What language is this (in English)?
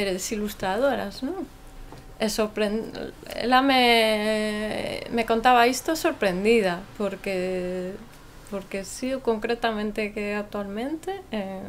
Galician